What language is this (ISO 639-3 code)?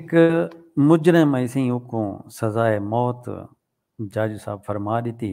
skr